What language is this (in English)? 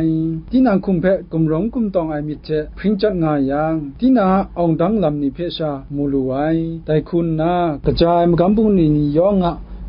Kachin